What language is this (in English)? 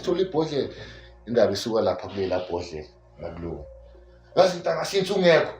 Zulu